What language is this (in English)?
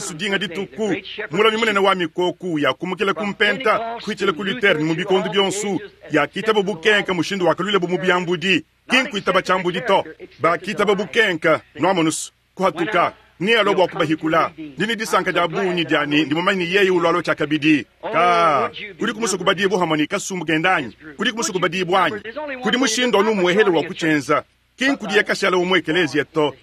Luba-Lulua